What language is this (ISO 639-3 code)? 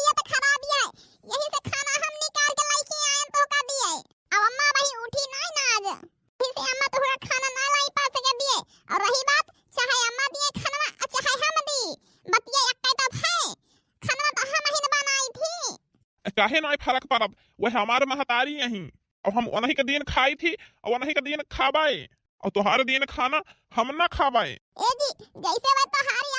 awa